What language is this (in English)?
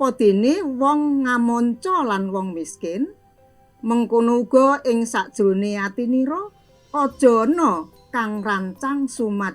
Javanese